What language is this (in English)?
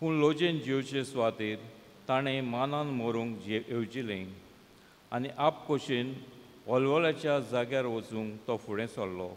Konkani